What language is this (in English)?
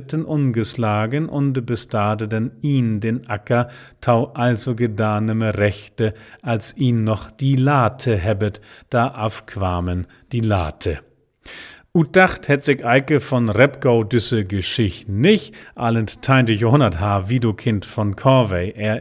Low German